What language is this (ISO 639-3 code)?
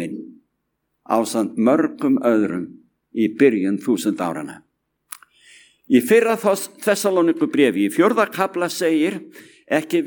isl